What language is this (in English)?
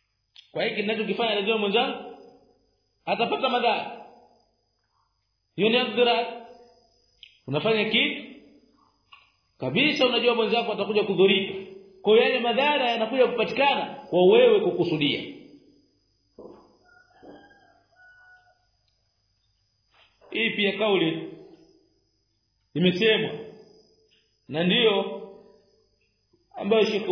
Swahili